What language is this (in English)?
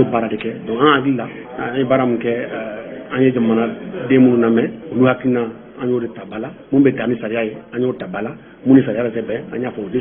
Bambara